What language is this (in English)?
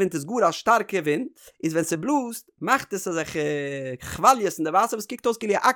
Yiddish